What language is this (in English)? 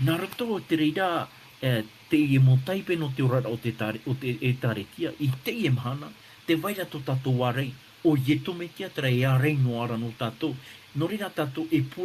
Tahitian